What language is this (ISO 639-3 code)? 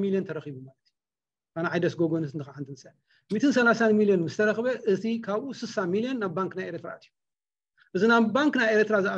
tir